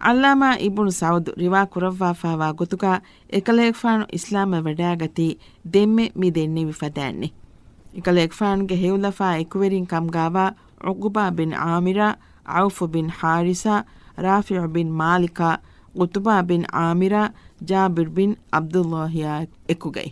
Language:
Divehi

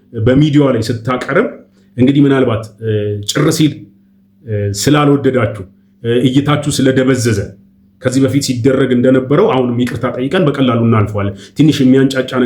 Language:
Amharic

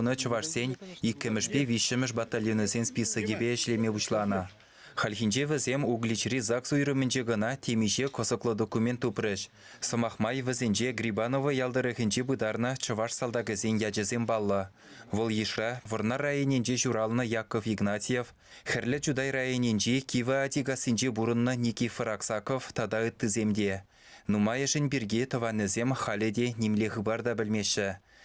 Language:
Chuvash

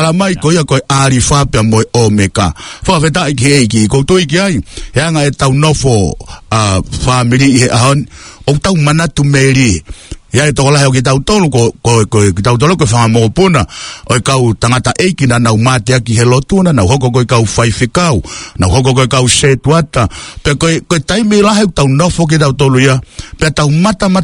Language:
Tongan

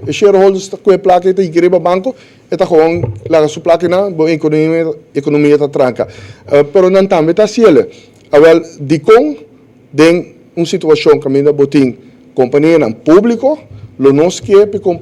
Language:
Papiamento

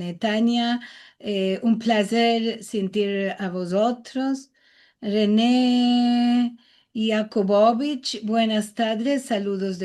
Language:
Ladino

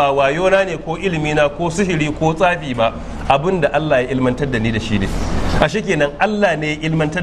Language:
Hausa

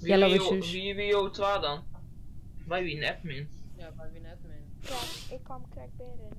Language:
Western Frisian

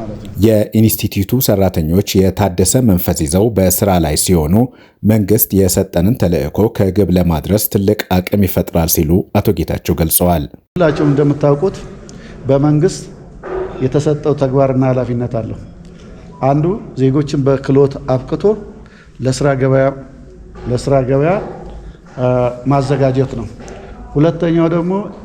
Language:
Amharic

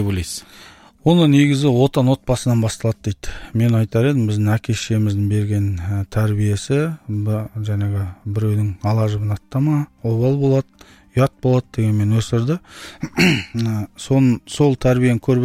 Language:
Kazakh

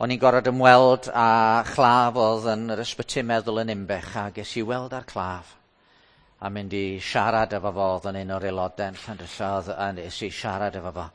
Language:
Welsh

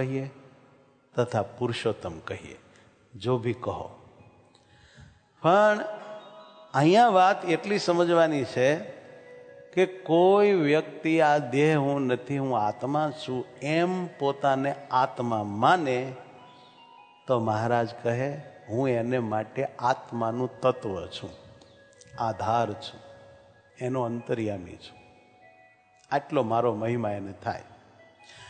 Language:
Gujarati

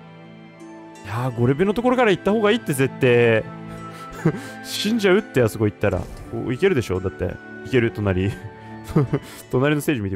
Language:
Japanese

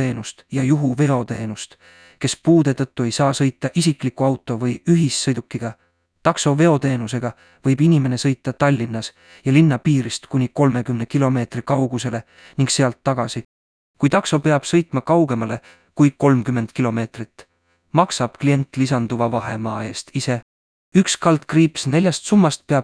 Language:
Estonian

